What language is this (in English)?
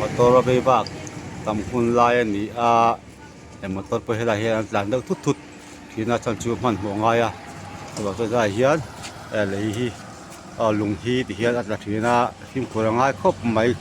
Mizo